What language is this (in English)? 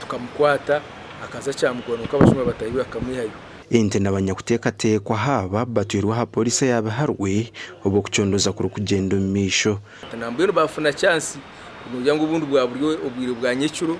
Nyankole